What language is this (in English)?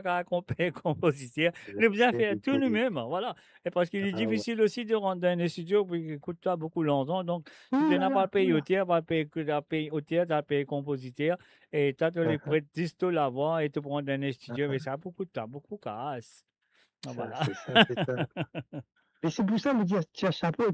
Morisyen